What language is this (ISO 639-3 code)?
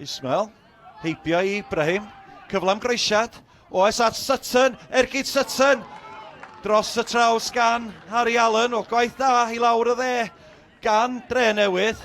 cym